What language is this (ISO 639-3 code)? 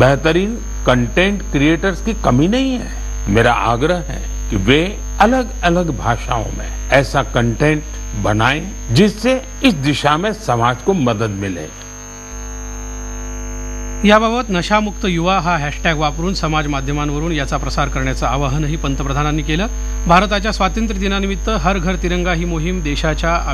mar